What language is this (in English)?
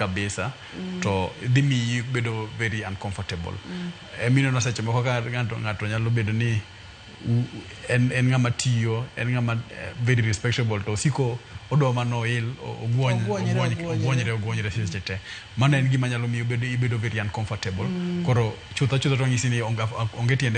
Luo (Kenya and Tanzania)